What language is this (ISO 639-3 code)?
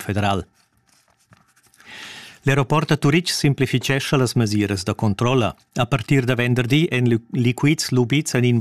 roh